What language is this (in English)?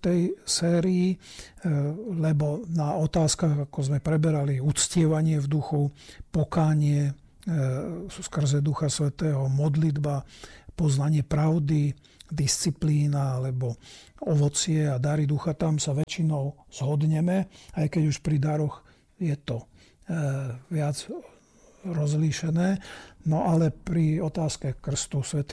Slovak